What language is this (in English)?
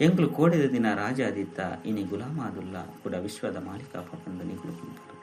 Tulu